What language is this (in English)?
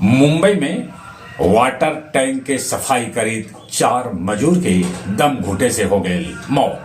Magahi